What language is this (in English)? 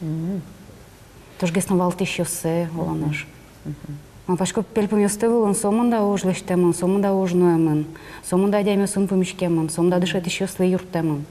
Udmurt